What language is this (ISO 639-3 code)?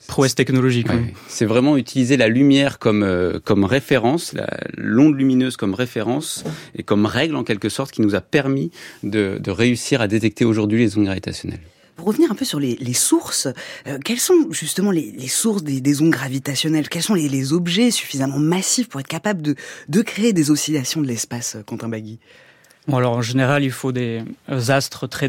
fra